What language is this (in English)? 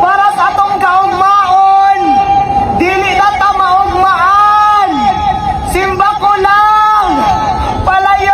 Cebuano